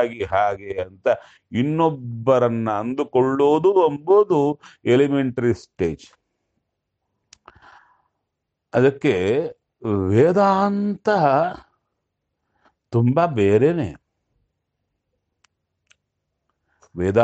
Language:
Kannada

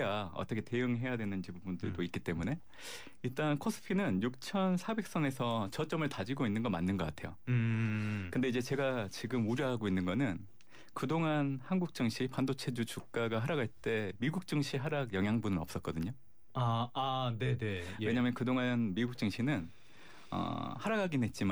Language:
Korean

